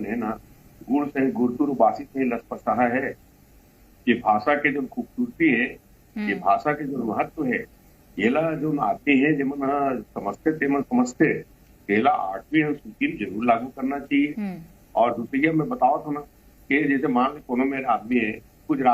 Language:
Chhattisgarhi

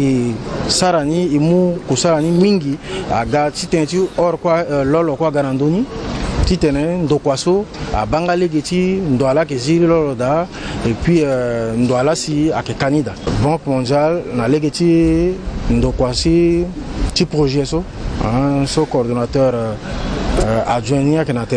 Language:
Sango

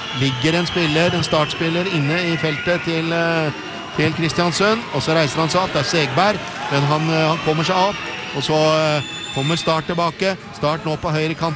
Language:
Norwegian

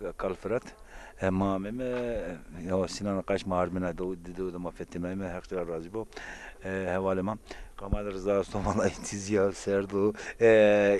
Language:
Zaza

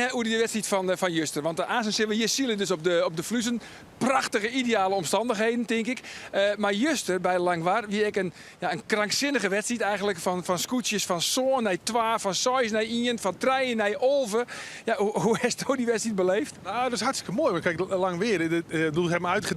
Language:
Western Frisian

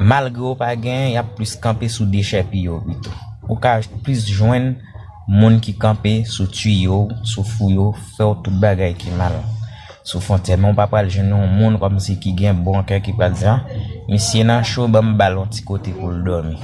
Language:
Haitian Creole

